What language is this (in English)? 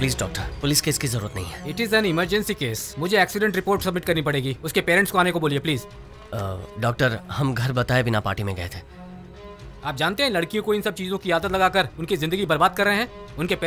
Hindi